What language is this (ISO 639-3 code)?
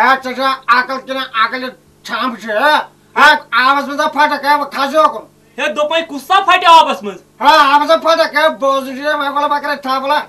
kas